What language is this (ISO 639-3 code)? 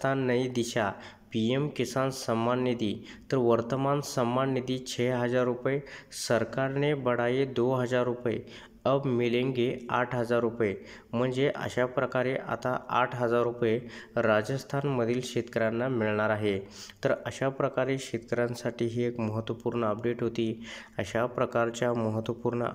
mar